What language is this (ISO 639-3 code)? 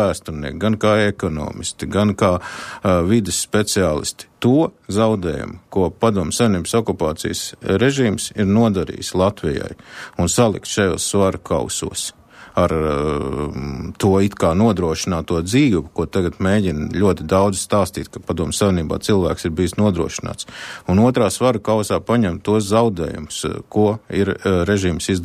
lav